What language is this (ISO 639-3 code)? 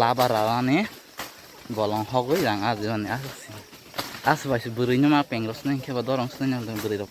trp